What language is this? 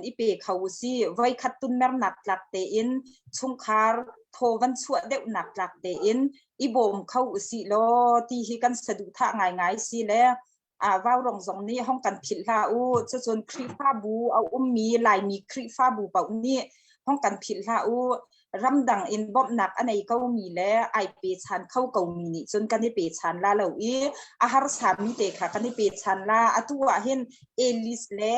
Hakha Chin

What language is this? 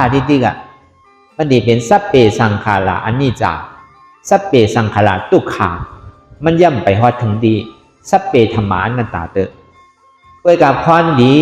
Shan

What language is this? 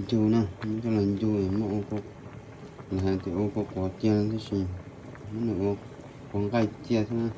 Hmong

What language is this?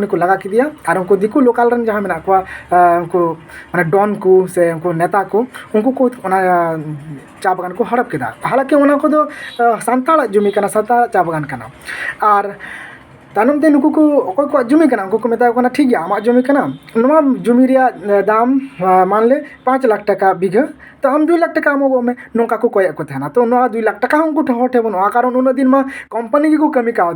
Santali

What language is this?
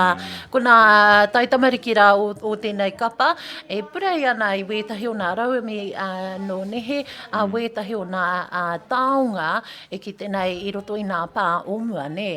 Māori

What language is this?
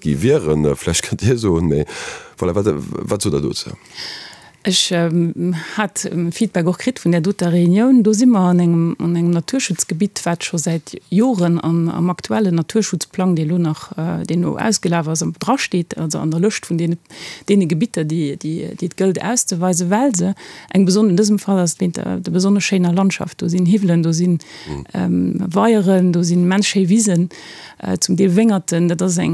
Luxembourgish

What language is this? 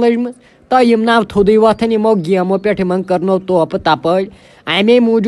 Kashmiri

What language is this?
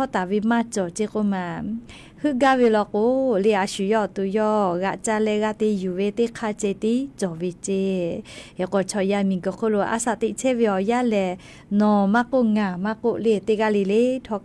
Lahu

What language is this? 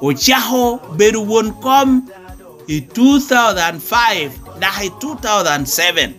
Lango (Uganda)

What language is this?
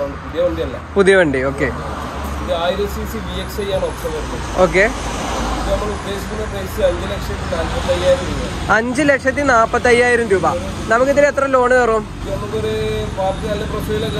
Malayalam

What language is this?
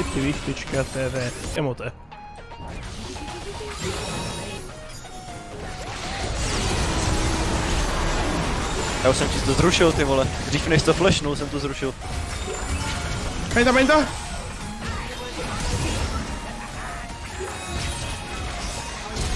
Czech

